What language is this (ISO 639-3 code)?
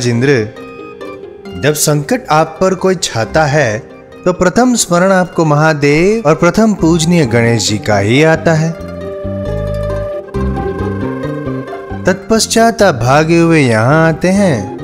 hin